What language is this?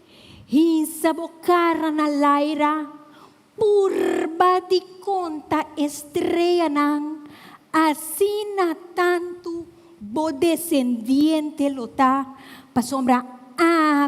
Papiamento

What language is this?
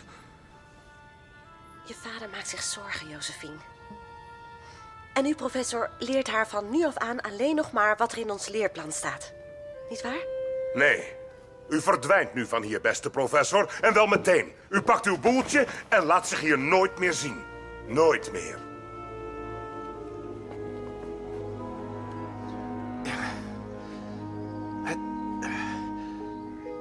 Dutch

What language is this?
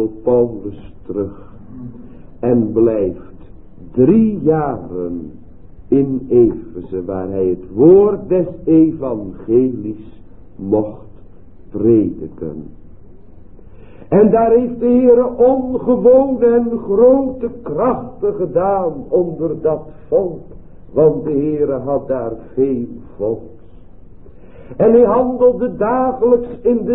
Dutch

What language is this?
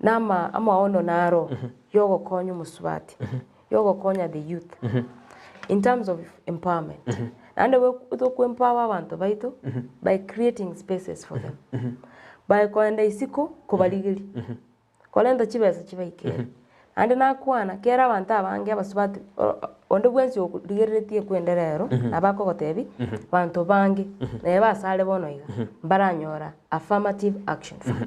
Gusii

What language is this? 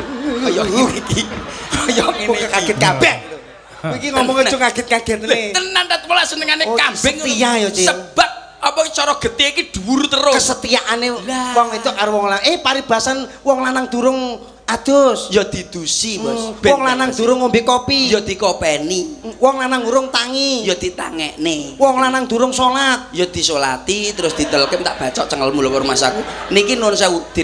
Javanese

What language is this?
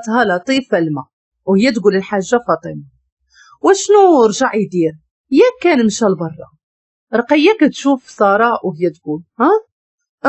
Moroccan Arabic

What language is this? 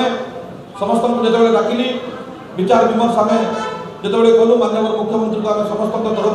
Odia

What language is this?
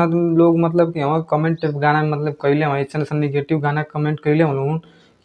Bhojpuri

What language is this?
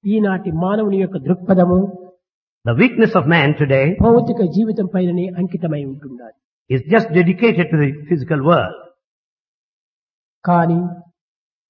Telugu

